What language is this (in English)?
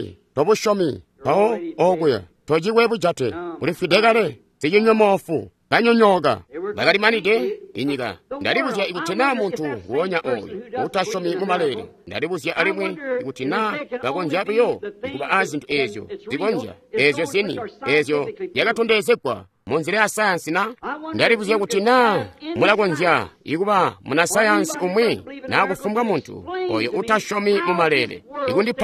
Tonga (Zambia)